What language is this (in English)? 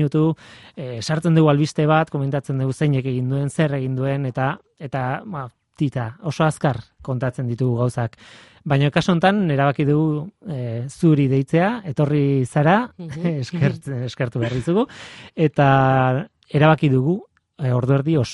Basque